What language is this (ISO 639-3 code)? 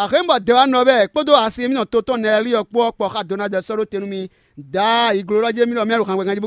fon